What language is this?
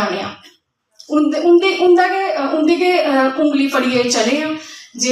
Dogri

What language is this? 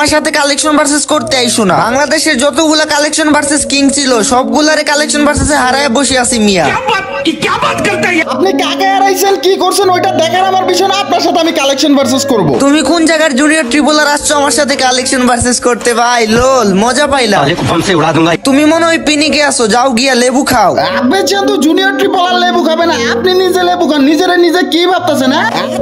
Bangla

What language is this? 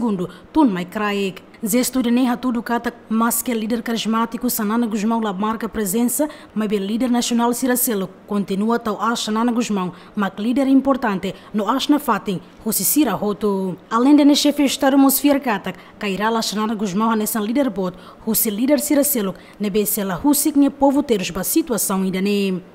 Tetum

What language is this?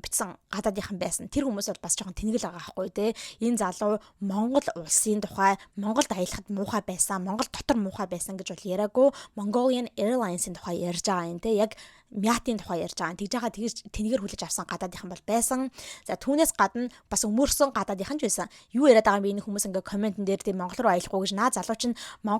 Mongolian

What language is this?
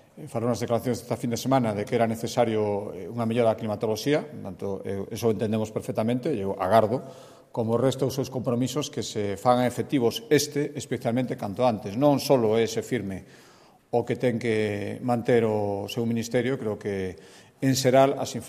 Galician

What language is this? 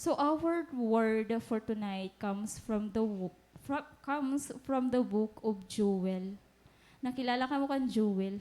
Waray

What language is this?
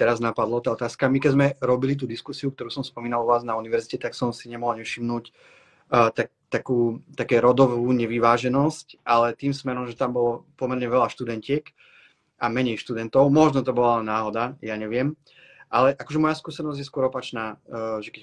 Slovak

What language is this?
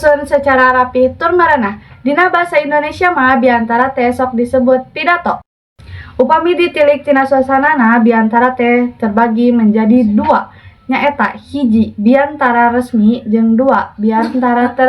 Sundanese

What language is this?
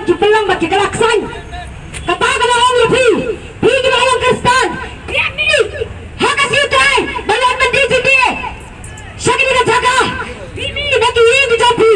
Khasi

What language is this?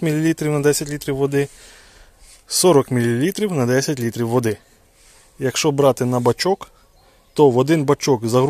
Ukrainian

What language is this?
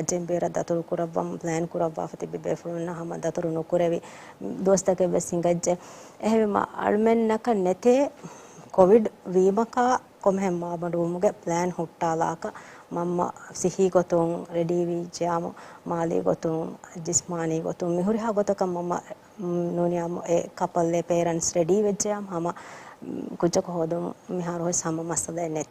Divehi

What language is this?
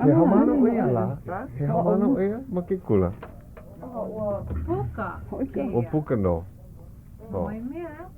Hawaiian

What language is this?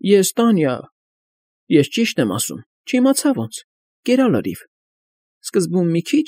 Armenian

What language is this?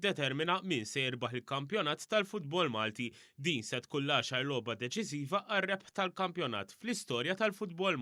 Maltese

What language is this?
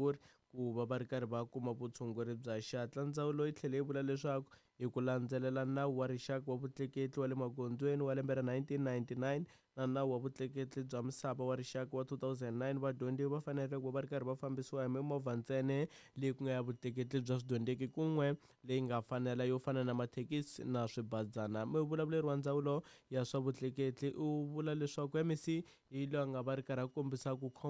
Tsonga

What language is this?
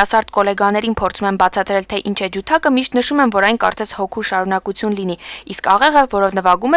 Armenian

